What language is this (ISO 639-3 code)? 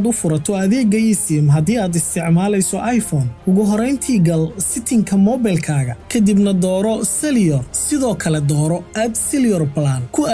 som